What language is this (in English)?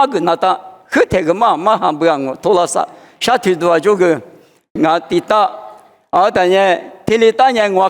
Lisu